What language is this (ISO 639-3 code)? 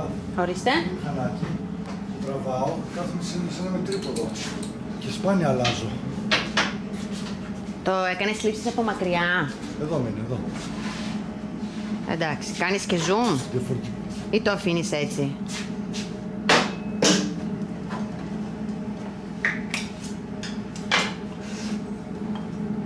ell